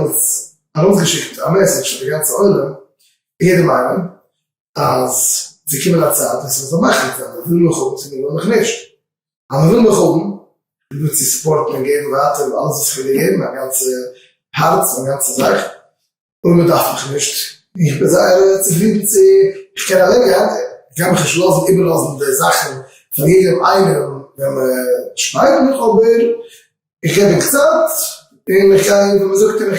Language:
Yiddish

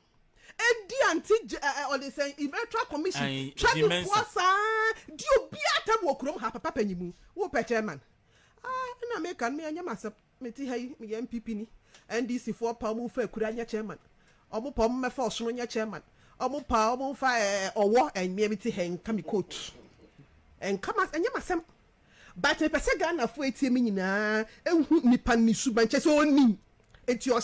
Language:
Akan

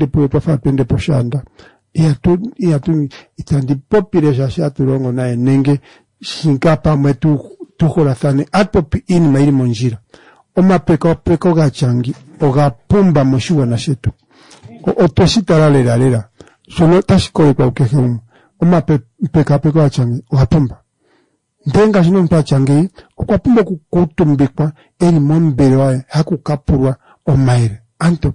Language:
Kuanyama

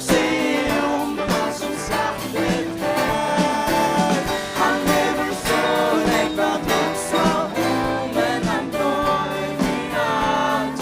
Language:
Faroese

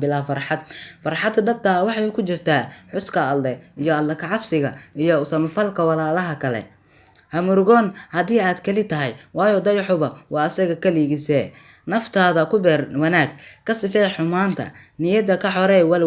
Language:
Somali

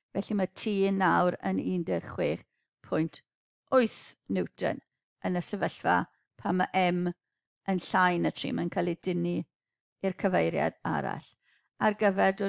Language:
Welsh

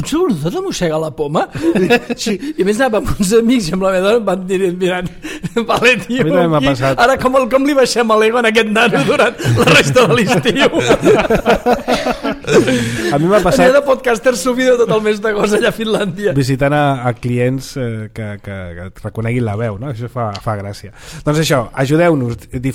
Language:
Catalan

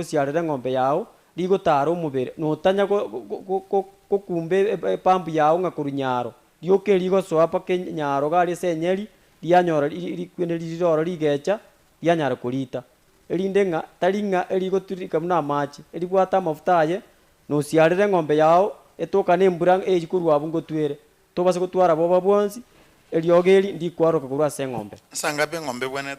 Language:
Gusii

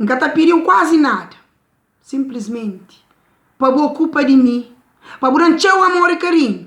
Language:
Kabuverdianu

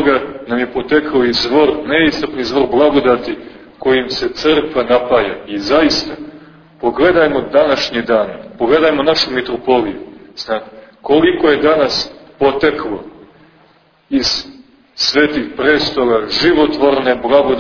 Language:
Serbian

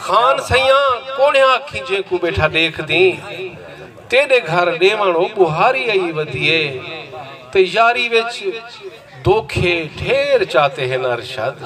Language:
Saraiki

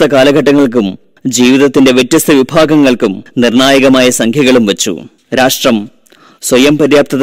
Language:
Malayalam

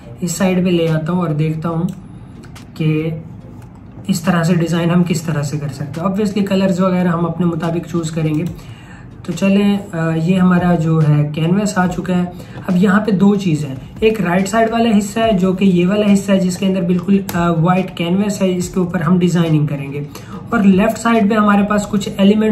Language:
Hindi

